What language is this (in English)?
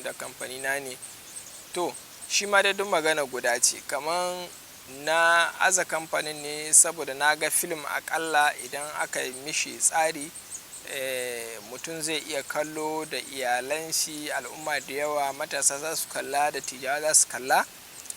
Hausa